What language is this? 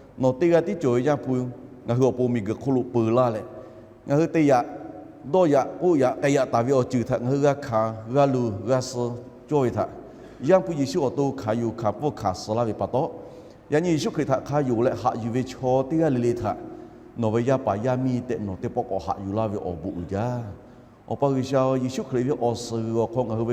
Lahu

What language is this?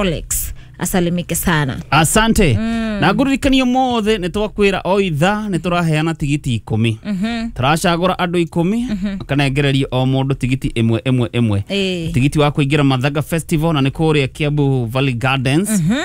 Kikuyu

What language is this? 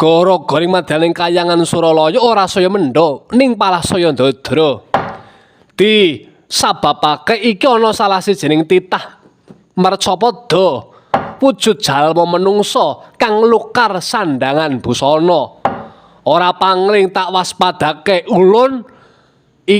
Javanese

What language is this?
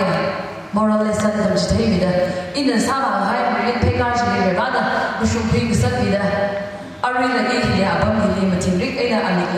Tangkhul Naga (India)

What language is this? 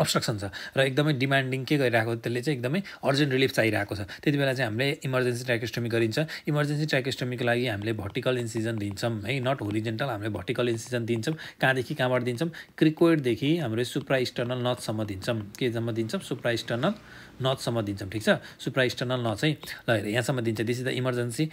Nepali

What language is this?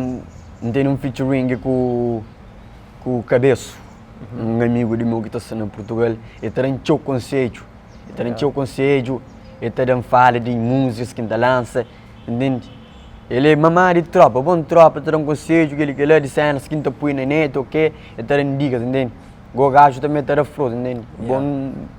Kabuverdianu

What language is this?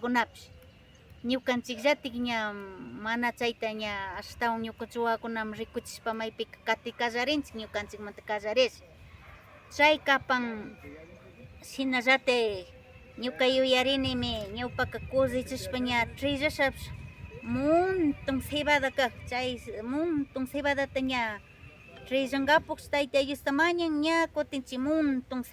Imbabura Highland Quichua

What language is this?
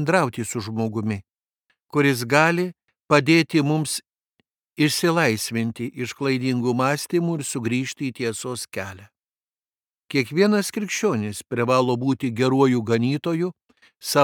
Lithuanian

